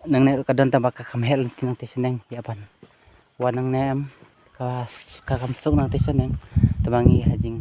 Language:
Khasi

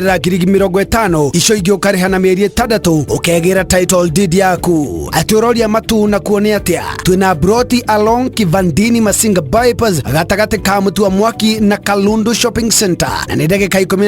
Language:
Kikuyu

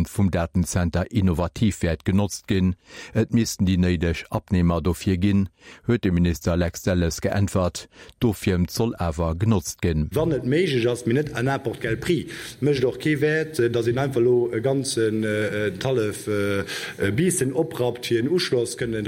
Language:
Luxembourgish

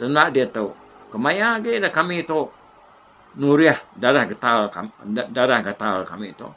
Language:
Iban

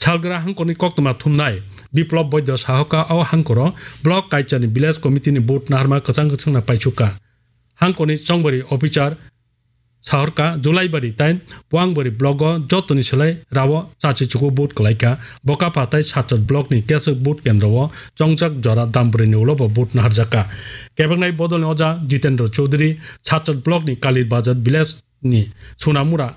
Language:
Kok Borok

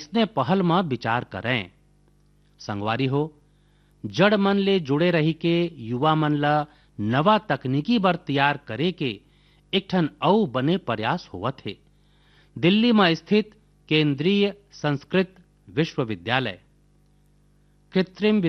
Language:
Chhattisgarhi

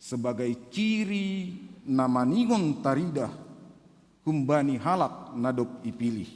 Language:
Batak Simalungun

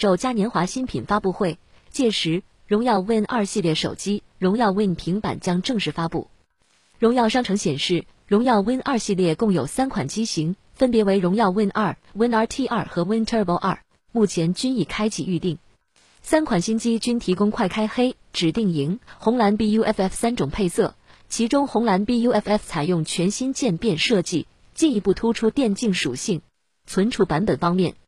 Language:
Chinese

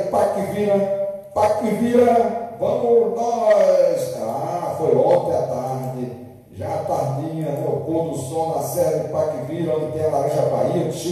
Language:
Portuguese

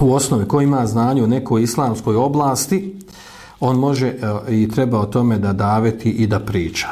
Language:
Bosnian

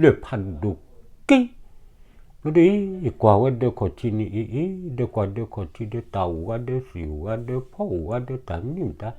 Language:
S'gaw Karen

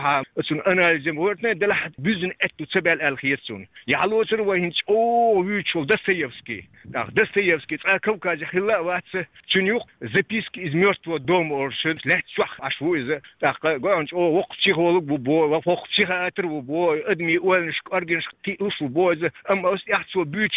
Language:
Chechen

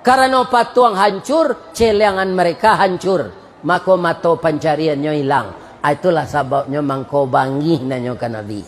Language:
Minangkabau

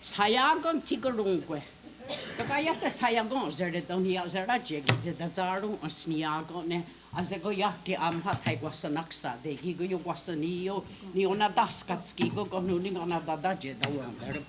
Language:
Mohawk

